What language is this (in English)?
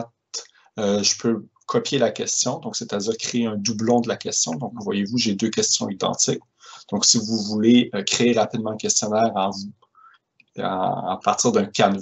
French